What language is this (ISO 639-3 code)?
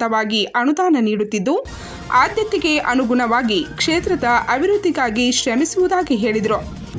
kan